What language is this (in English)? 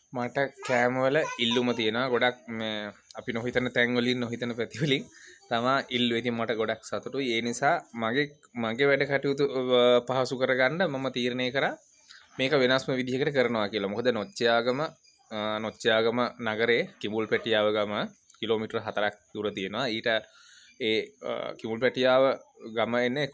Sinhala